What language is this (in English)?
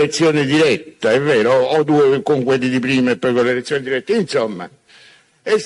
Italian